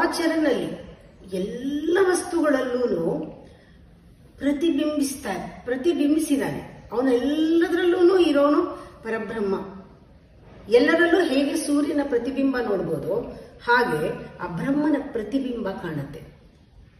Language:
Kannada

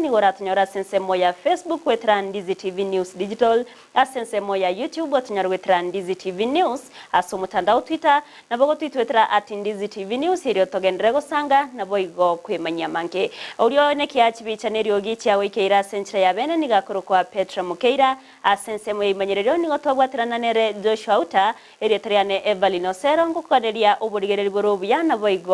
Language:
Gusii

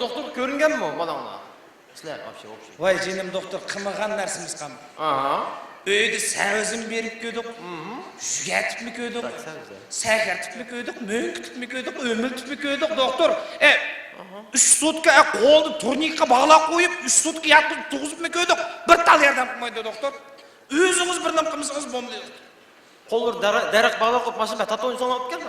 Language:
Uyghur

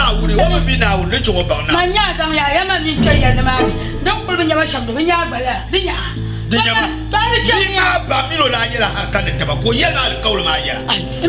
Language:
Dagbani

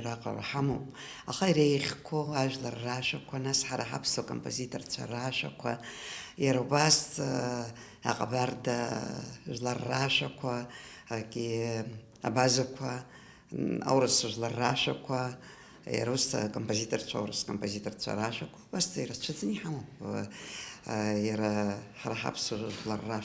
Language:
Abkhazian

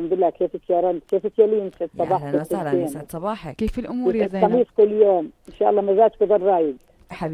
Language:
North Levantine Arabic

